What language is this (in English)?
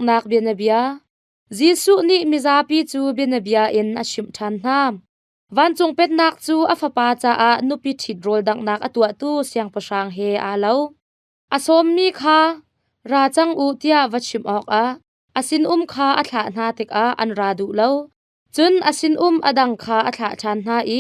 Hakha Chin